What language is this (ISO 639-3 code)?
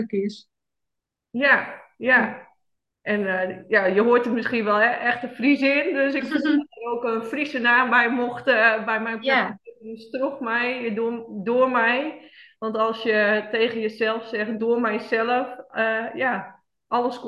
nld